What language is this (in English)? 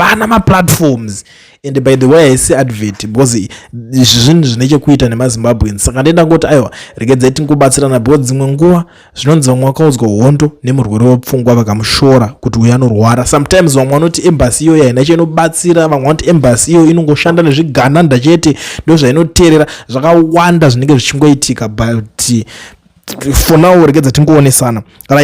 Shona